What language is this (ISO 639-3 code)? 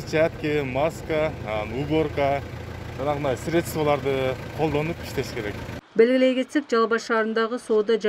kir